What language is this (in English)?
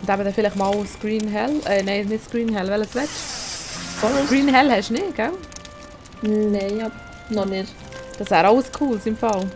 Swiss German